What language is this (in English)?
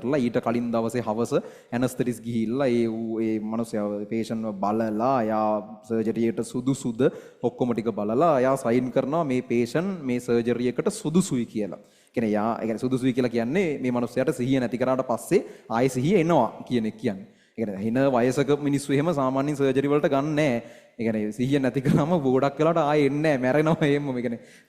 Sinhala